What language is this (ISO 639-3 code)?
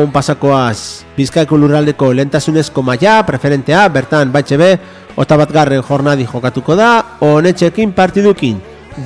eus